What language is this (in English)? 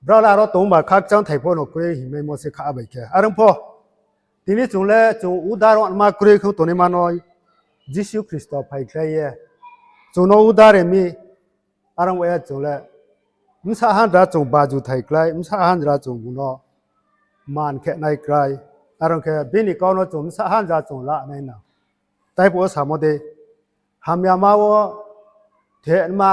Riang (India)